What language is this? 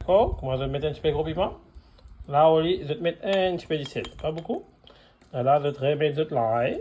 Morisyen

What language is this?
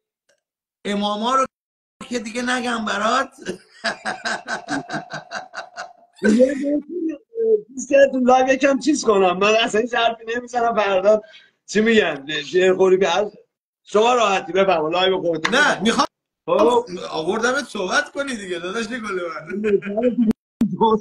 Persian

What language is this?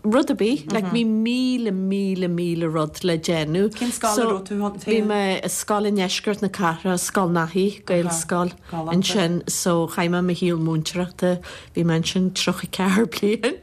Irish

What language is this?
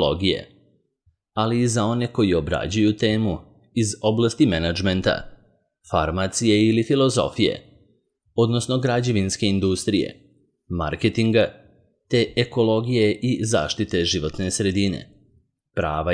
Serbian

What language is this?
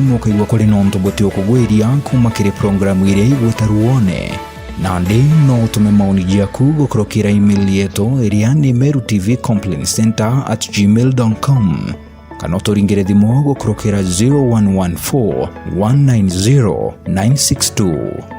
Meru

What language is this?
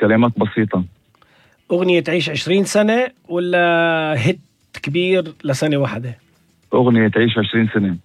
North Levantine Arabic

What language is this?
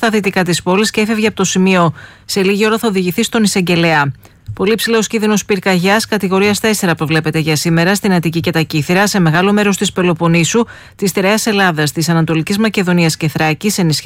Greek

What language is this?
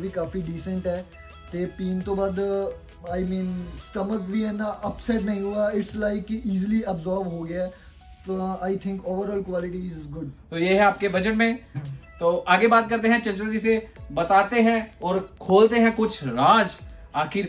Hindi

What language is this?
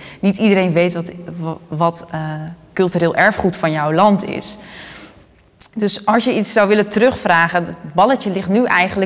Dutch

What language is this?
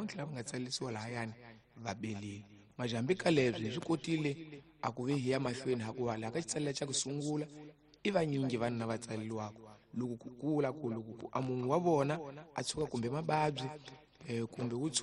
Tsonga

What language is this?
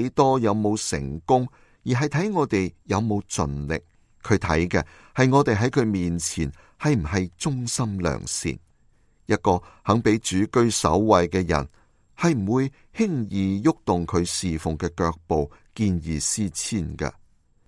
Cantonese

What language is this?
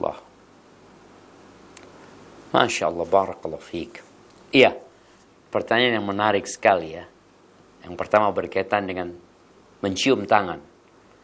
Indonesian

